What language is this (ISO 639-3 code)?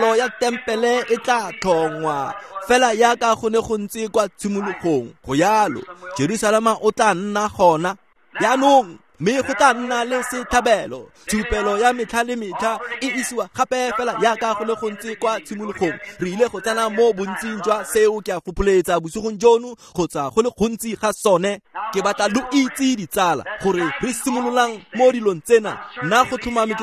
tsn